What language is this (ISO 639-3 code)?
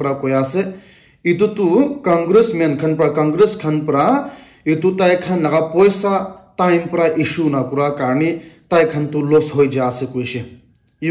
nag